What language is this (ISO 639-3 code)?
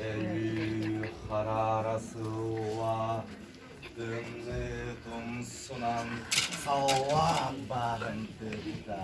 sah